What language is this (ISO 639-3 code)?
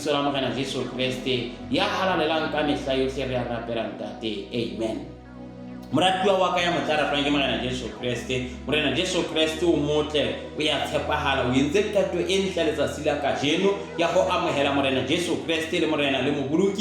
sot